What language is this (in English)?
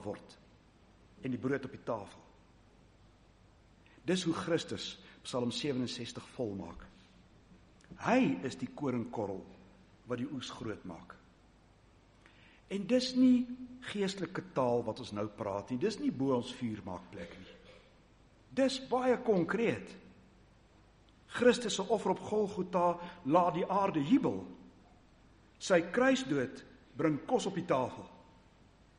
Afrikaans